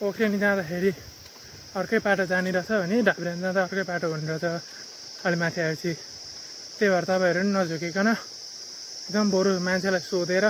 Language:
Nepali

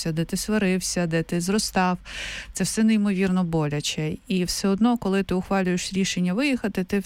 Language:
Ukrainian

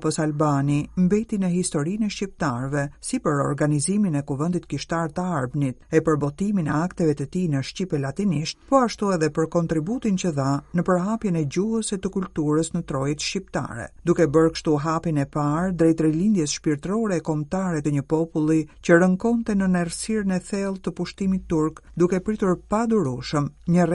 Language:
Albanian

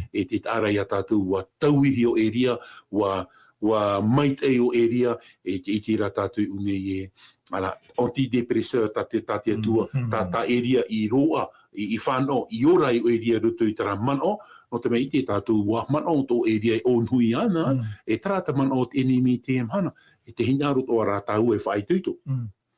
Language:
Tahitian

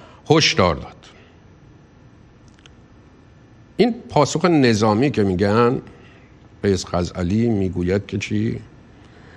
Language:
Persian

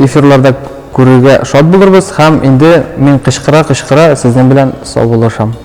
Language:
Tatar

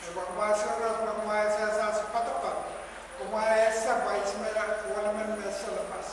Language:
Pohnpeian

